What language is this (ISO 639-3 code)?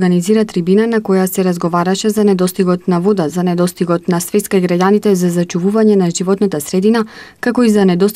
mkd